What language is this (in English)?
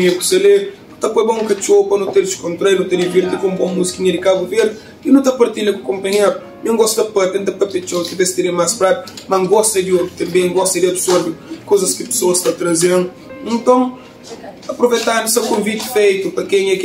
Kabuverdianu